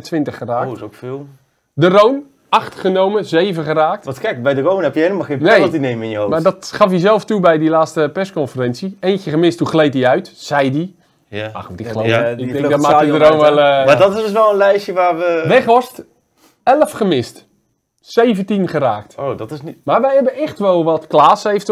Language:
Dutch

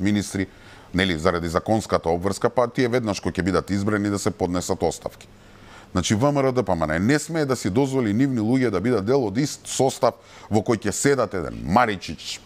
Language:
Macedonian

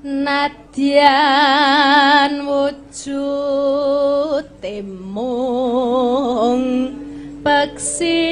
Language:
Javanese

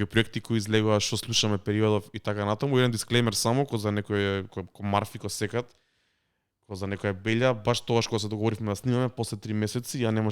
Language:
Macedonian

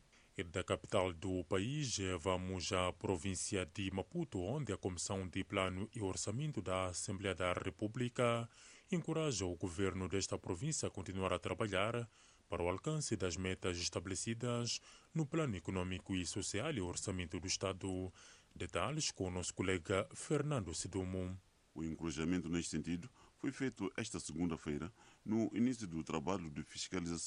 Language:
Portuguese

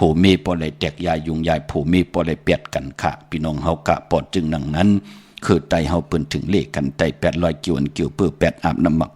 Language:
Shan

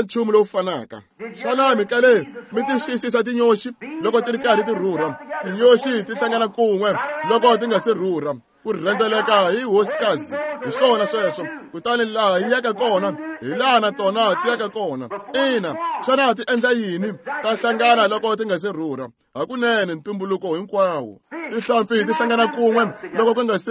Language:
Tsonga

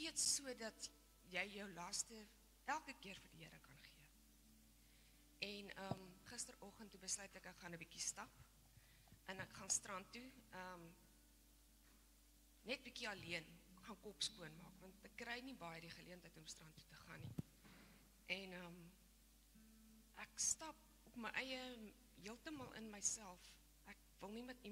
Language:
Afrikaans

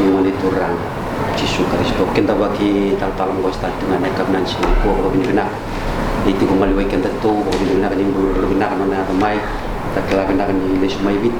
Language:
Fijian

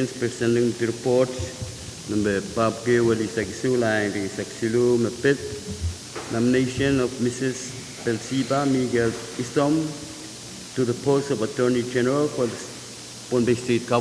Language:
Pohnpeian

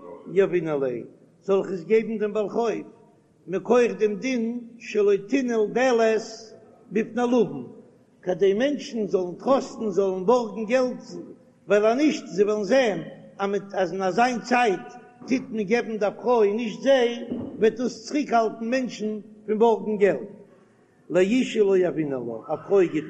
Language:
Yiddish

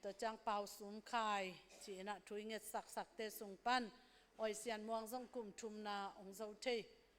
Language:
Tedim Chin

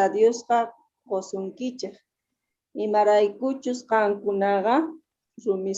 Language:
Quechua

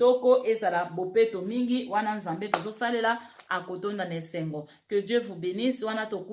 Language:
Lingala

